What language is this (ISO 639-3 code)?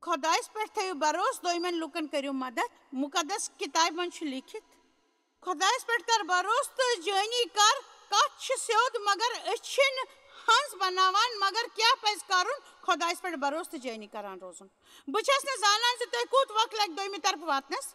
kas